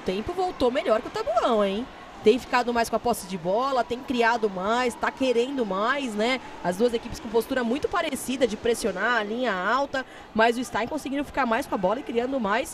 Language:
Portuguese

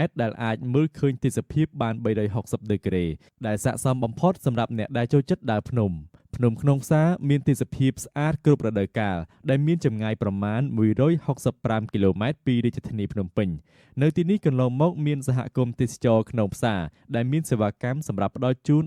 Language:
Khmer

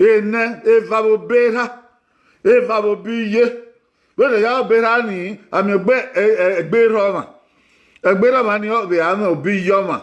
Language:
Bini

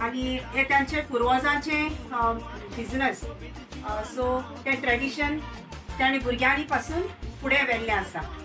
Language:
Konkani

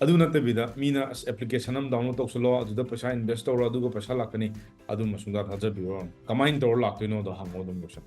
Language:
Manipuri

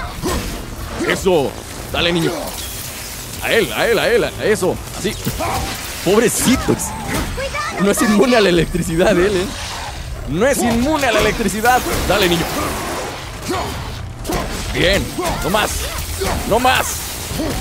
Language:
Spanish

